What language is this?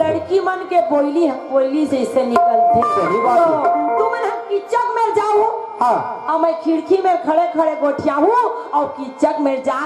Chhattisgarhi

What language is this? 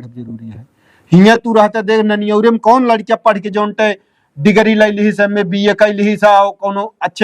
Awadhi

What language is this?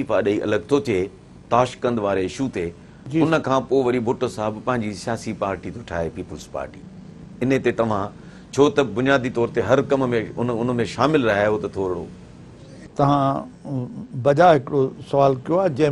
Sindhi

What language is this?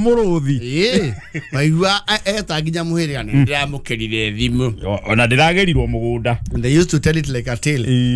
Kikuyu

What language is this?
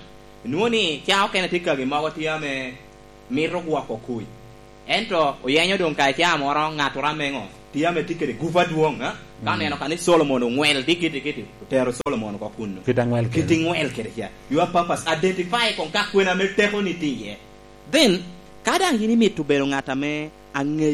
Lango (Uganda)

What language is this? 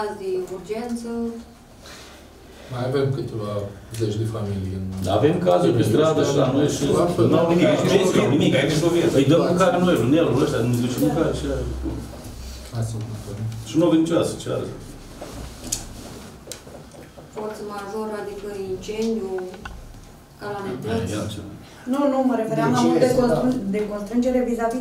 Romanian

